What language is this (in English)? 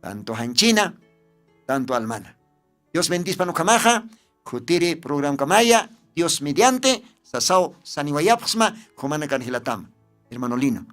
Aymara